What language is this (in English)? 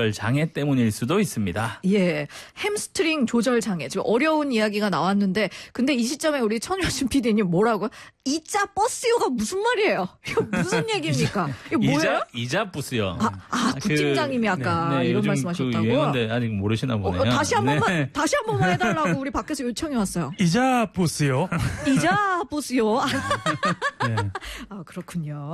Korean